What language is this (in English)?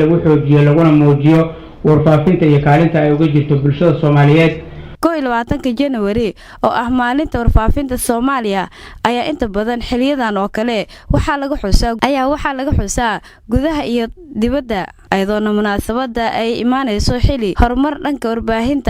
Somali